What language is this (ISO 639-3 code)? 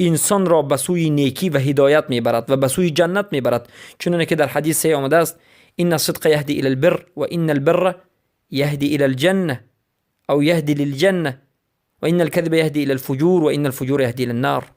fas